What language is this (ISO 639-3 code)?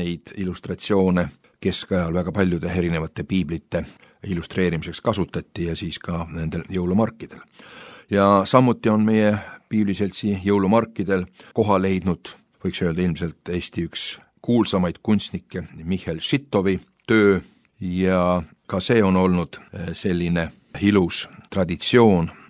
est